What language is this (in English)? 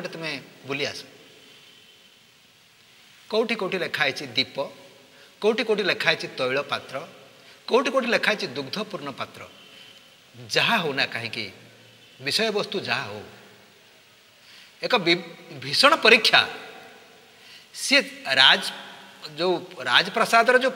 Odia